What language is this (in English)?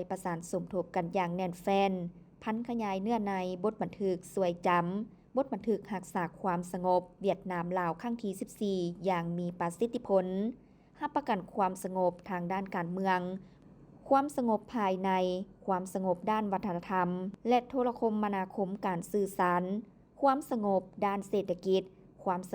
Lao